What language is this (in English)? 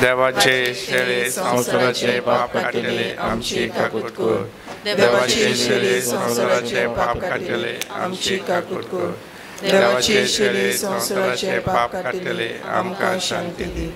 Konkani